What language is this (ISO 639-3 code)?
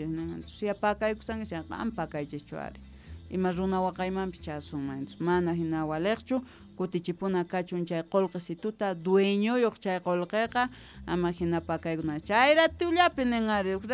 que